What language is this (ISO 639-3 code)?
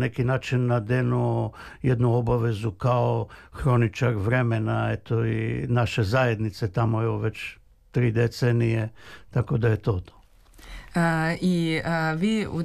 srp